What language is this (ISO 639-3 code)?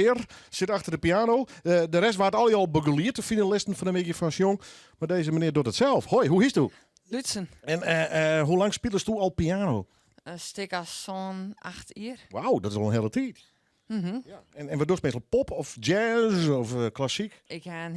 fry